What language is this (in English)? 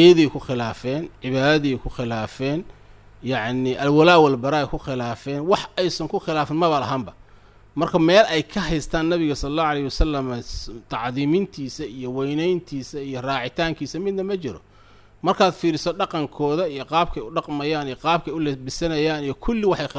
Somali